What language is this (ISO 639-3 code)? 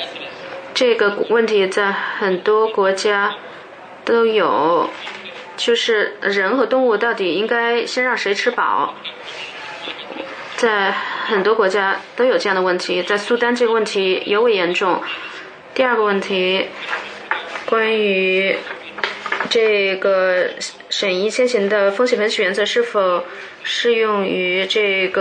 zho